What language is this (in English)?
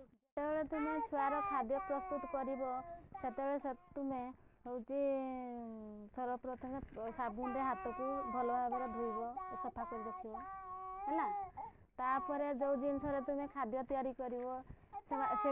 Odia